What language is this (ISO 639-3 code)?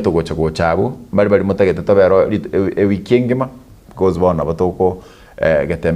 guz